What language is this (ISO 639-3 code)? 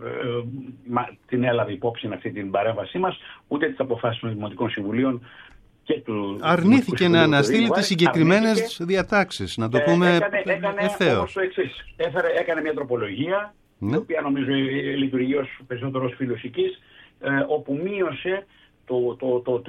ell